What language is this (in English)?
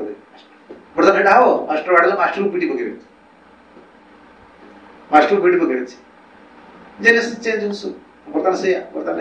Odia